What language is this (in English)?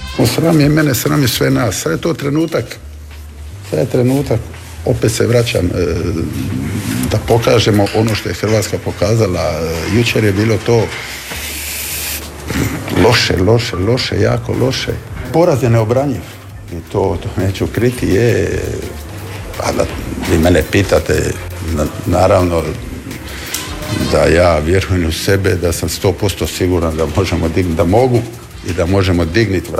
Croatian